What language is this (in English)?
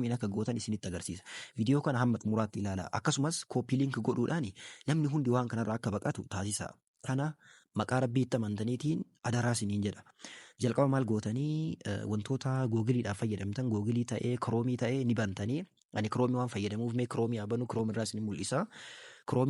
Oromo